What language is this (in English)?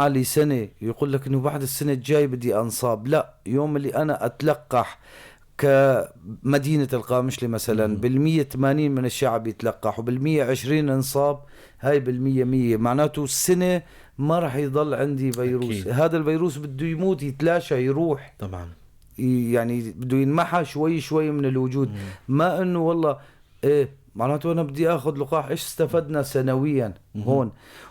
North Levantine Arabic